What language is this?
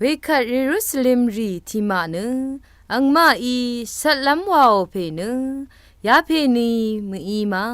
Rawang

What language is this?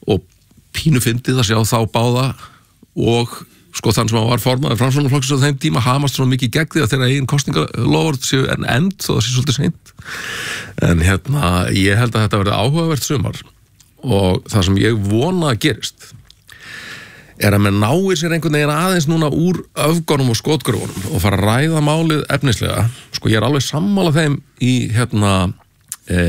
Icelandic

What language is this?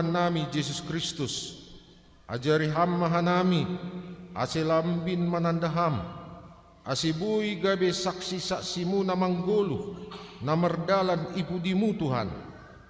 Batak Simalungun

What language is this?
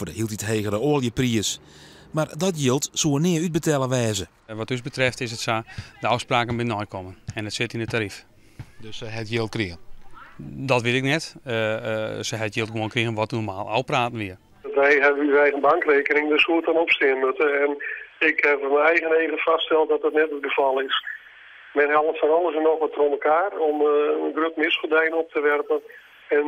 Western Frisian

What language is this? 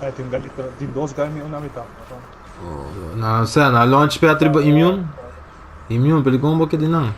Papiamento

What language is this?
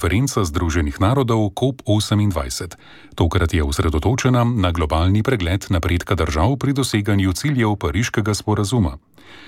Slovenian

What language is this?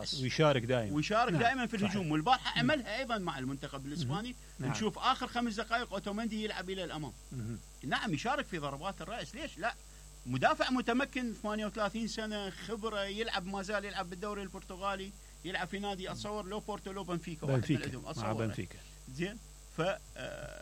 Mesopotamian Arabic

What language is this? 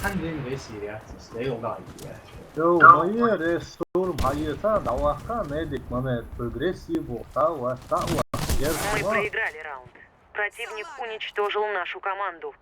Chechen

